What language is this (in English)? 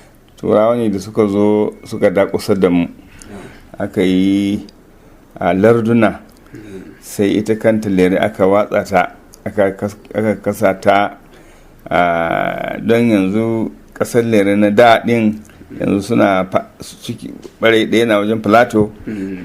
Hausa